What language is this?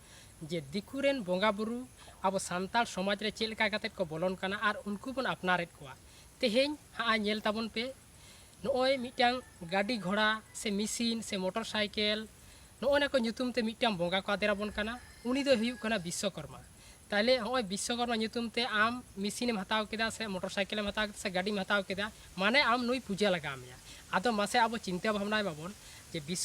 Santali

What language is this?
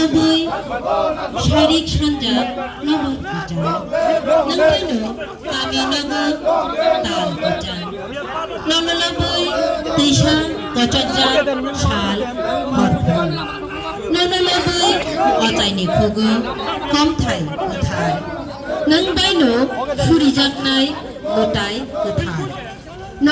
Kok Borok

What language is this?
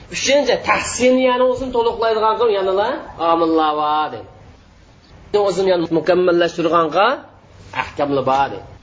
Uyghur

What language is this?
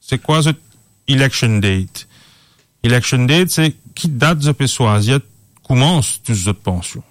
Morisyen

